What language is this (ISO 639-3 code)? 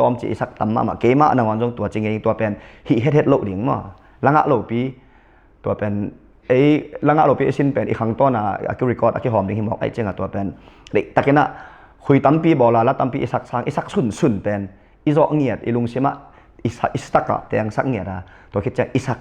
ctd